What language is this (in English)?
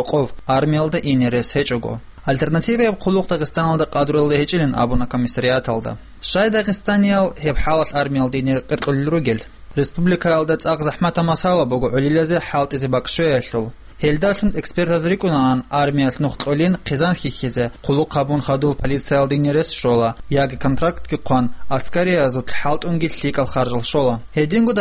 Avaric